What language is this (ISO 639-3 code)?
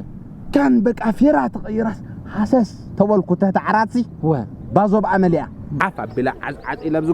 tir